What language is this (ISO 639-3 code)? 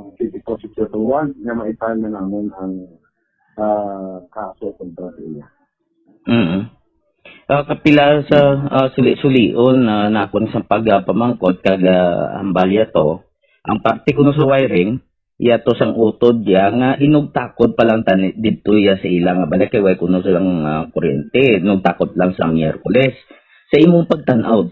hil